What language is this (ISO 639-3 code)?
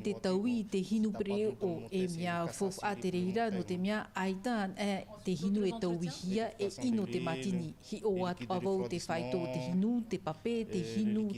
tah